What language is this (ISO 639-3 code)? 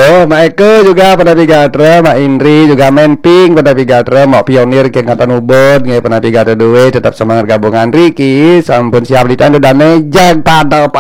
ban